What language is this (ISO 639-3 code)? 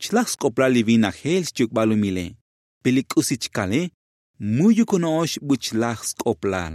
tzo